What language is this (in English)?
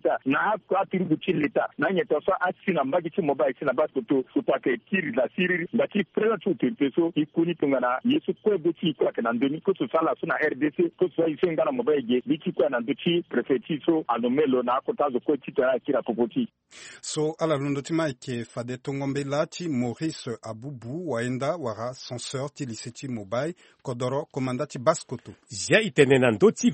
Sango